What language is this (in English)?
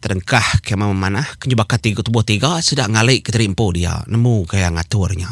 Iban